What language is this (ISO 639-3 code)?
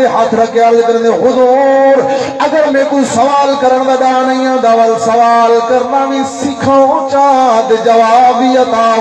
skr